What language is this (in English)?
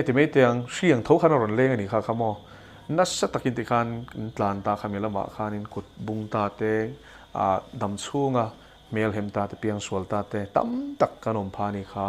Mizo